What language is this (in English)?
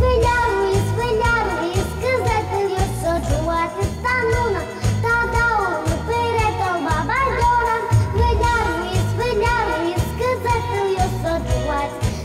Udmurt